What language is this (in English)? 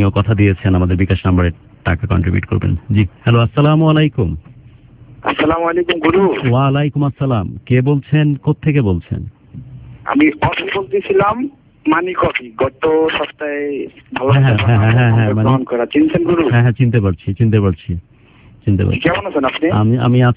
Bangla